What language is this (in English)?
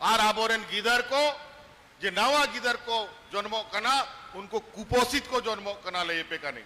Santali